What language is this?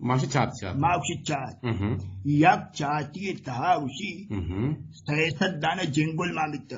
Eastern Balochi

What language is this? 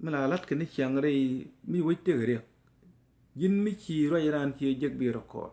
Nuer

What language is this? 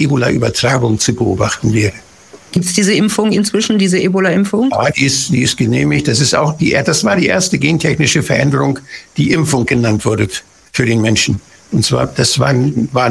German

